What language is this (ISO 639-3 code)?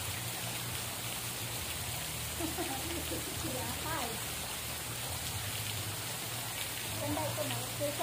fil